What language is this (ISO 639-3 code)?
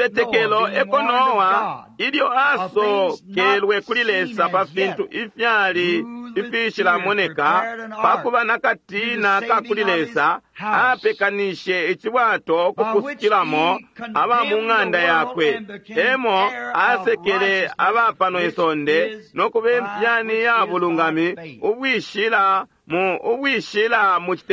bem